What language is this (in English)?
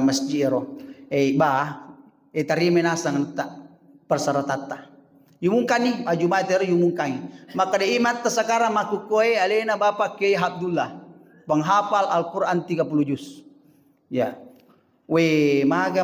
Buginese